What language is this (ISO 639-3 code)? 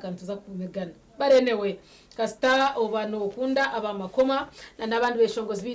nyn